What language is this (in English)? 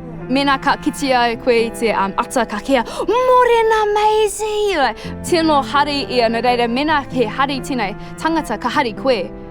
Māori